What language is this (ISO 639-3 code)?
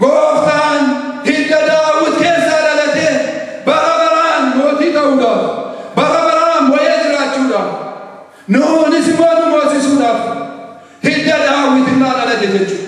orm